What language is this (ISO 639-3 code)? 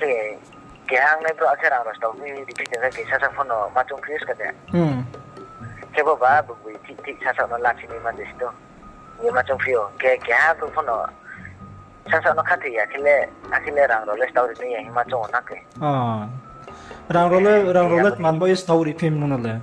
ria